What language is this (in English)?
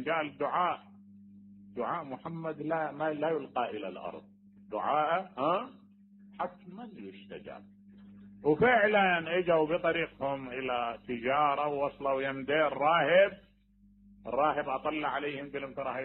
Mesopotamian Arabic